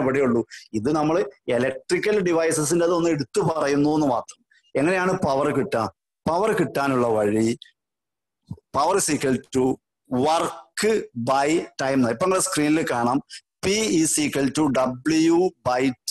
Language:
Malayalam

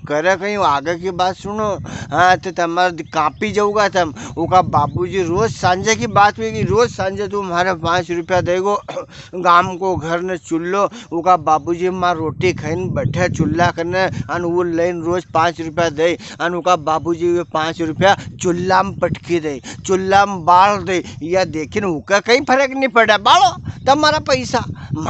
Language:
Rajasthani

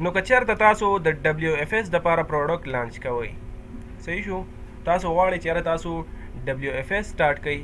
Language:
Pashto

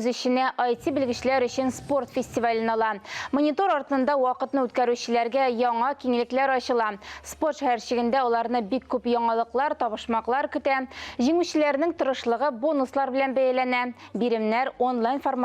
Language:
Tatar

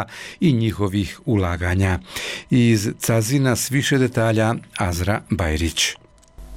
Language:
Bosnian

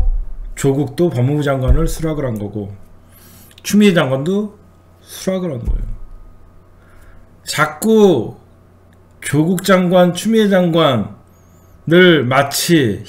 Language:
Korean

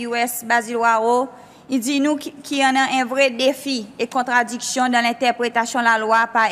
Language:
Seselwa Creole French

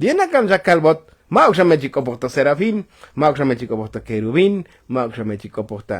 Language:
Tzotzil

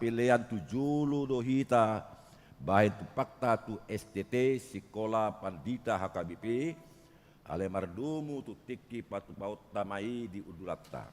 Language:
Batak Toba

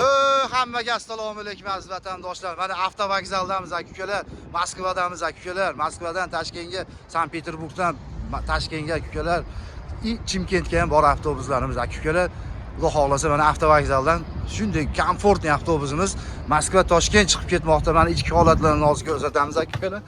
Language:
Uzbek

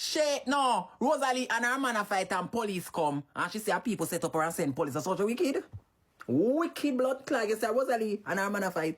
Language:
Jamaican Creole English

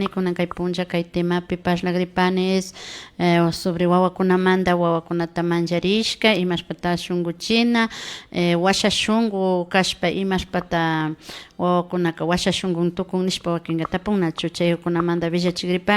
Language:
Imbabura Highland Quichua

